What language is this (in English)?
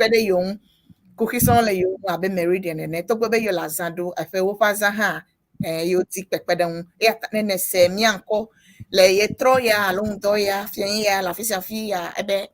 Ewe